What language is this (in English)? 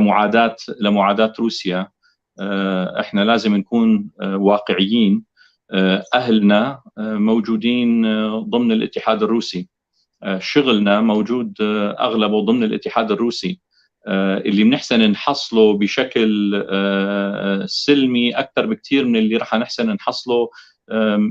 North Levantine Arabic